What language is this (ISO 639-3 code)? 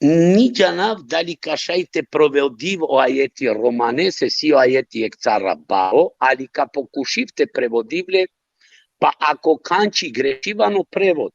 rmn